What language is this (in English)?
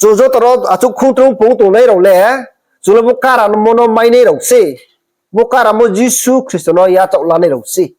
Riang (India)